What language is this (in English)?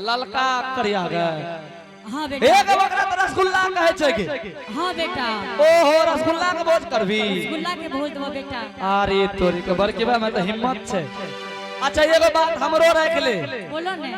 Angika